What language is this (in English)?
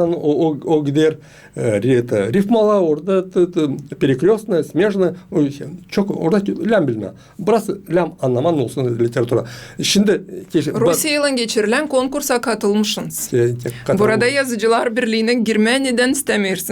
Gagauz